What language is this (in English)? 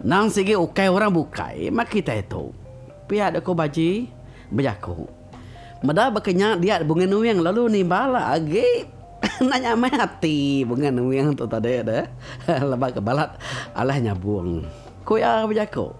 Iban